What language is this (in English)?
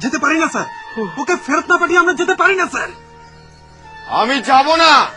Bangla